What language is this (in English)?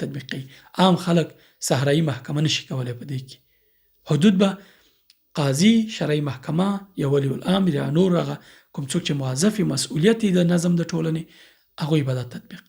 Pashto